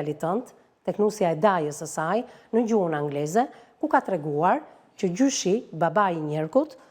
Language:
Albanian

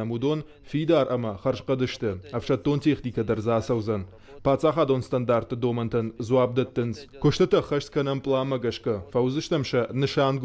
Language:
Ossetic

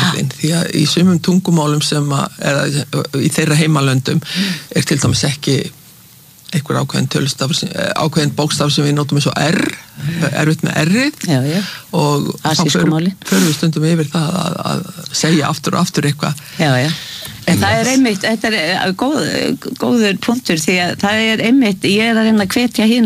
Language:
Icelandic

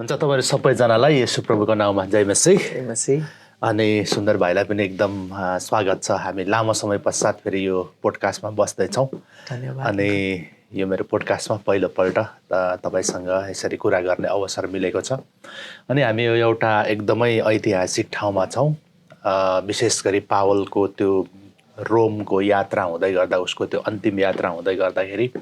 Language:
Nepali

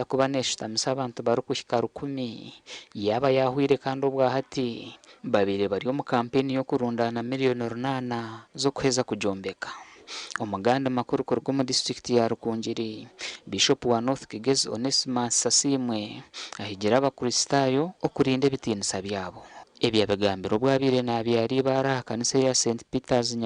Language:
Nyankole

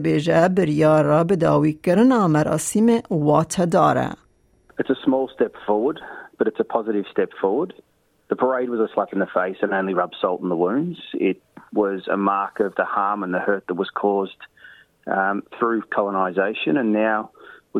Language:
Kurdish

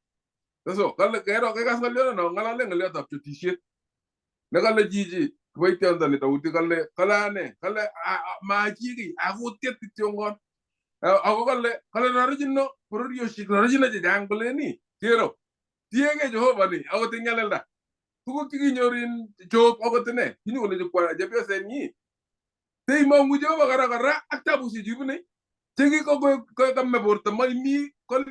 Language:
Kalenjin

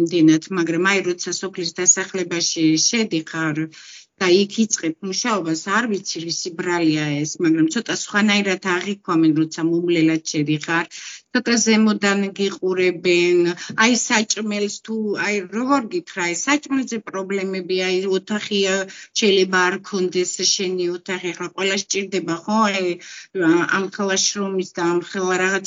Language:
Georgian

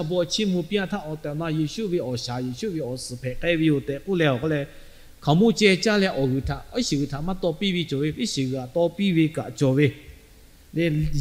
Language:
Lahu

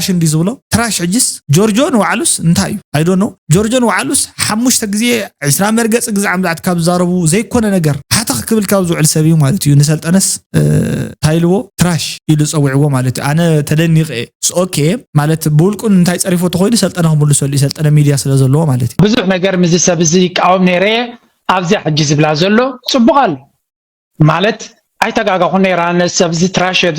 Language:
Tigrinya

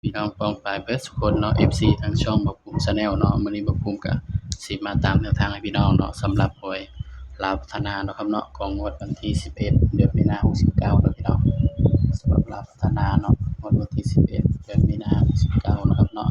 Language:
Northeastern Thai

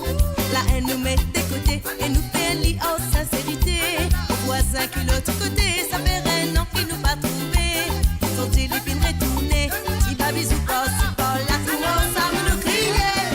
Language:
Morisyen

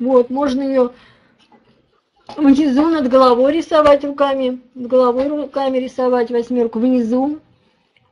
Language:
Russian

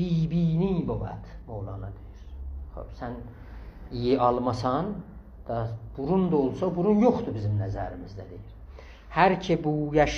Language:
South Azerbaijani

